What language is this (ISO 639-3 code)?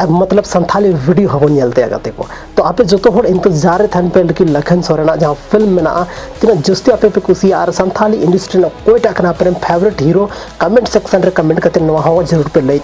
sat